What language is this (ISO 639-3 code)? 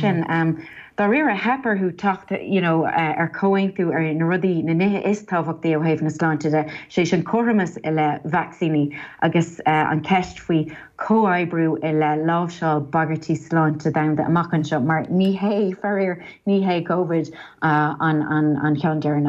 gle